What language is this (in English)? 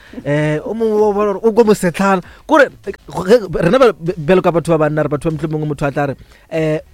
Northern Sotho